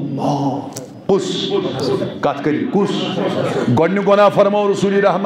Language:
Kashmiri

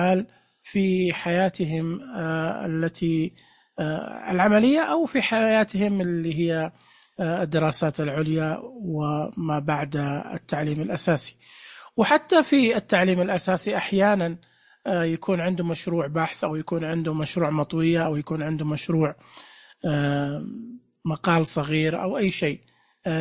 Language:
Najdi Arabic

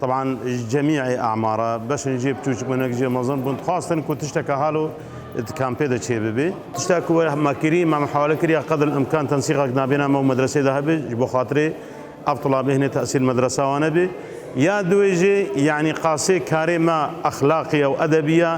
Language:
Kurdish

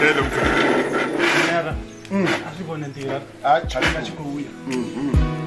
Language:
Venda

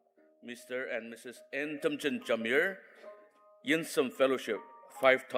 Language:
Ao Naga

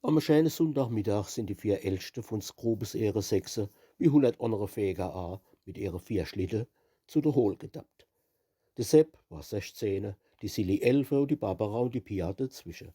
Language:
Palatine German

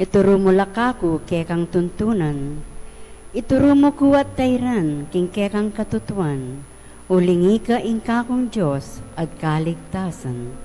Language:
Pampanga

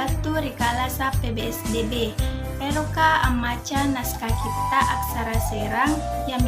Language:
Makasar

